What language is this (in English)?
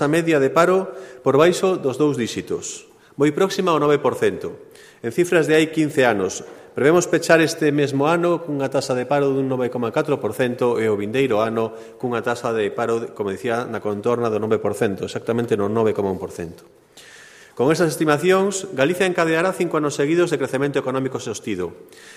Galician